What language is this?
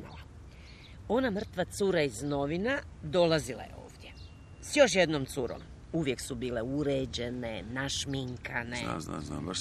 Croatian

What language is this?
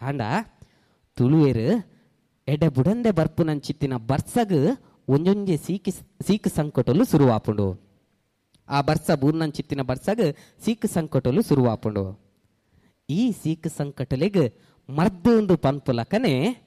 Tulu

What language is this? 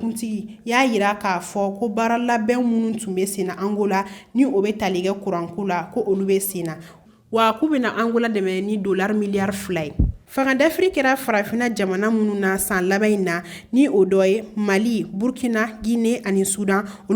Bambara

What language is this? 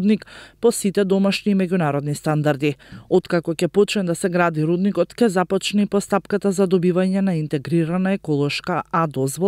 Macedonian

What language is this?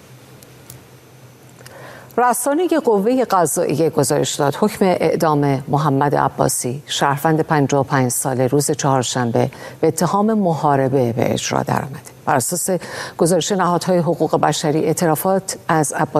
Persian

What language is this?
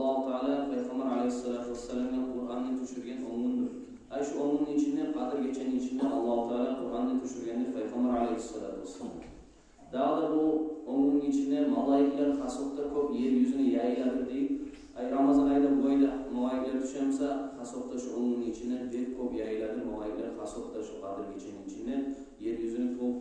Kumyk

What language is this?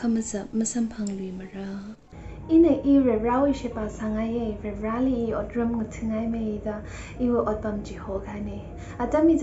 Tangkhul Naga (India)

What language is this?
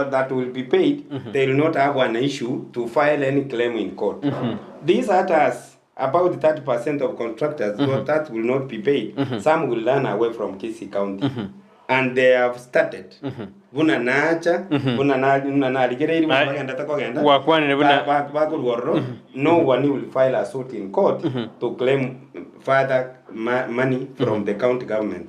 Gusii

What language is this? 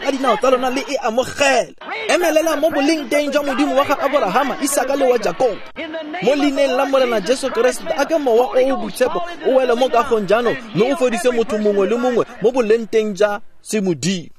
Tswana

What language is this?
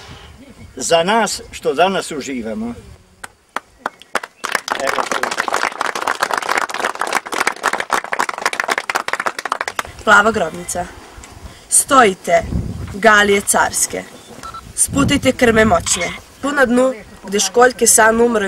Serbian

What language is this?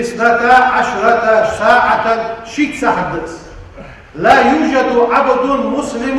Ingush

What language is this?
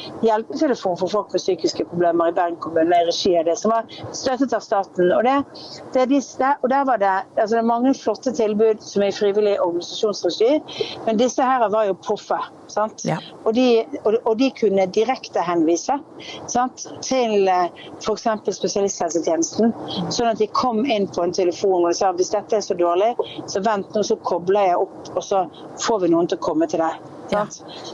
Norwegian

